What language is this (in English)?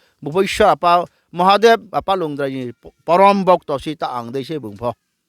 Riang (India)